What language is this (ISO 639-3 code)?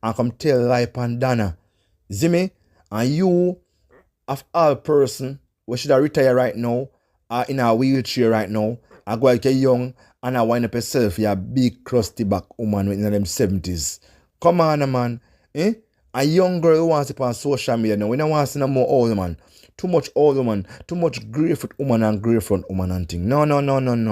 jam